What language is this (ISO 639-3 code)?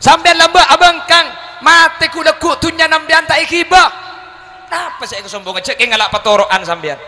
mad